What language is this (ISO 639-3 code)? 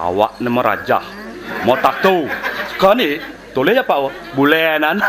ban